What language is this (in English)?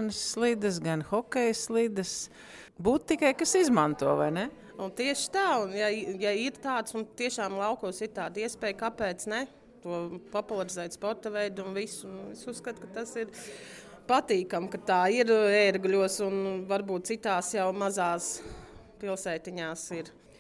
Latvian